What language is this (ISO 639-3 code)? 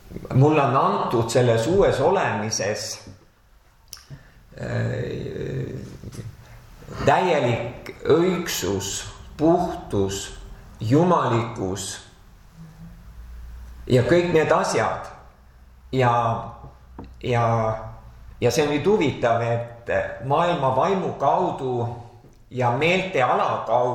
est